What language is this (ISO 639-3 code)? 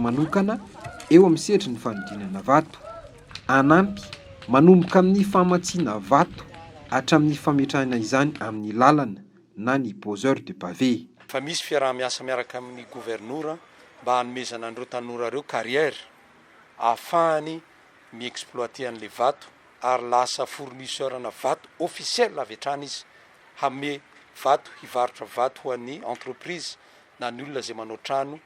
mlg